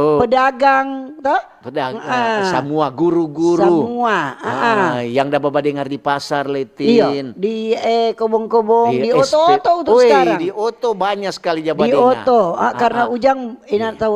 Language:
Manado Malay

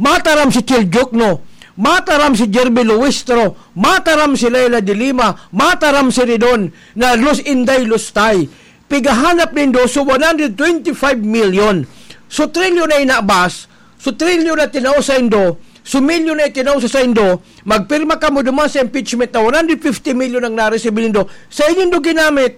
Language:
Bikol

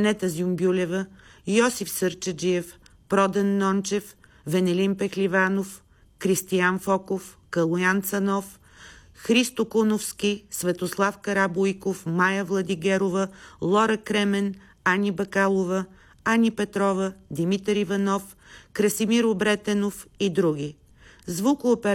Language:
Bulgarian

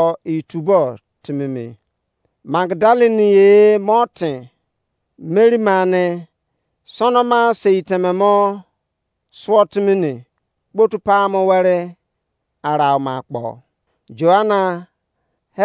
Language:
Izon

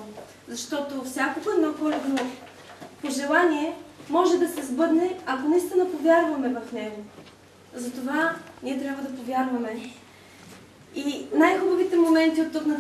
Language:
Bulgarian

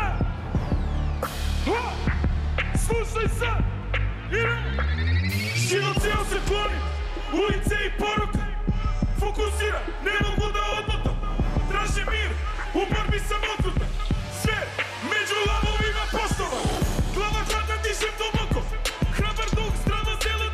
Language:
Serbian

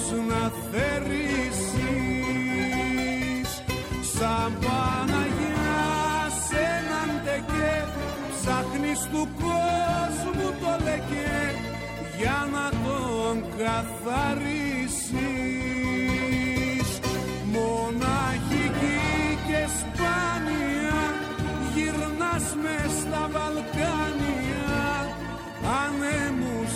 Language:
Greek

